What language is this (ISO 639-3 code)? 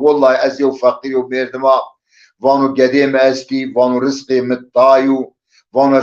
zza